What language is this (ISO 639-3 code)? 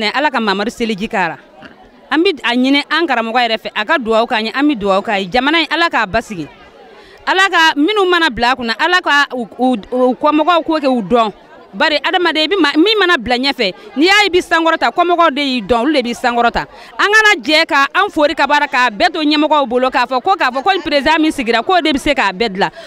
bam